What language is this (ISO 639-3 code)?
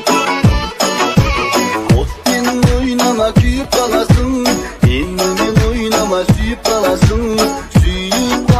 kaz